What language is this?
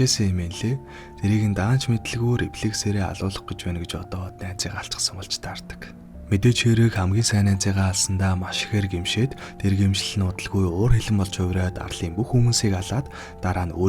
Mongolian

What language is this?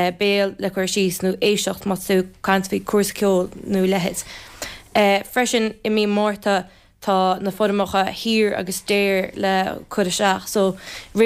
Irish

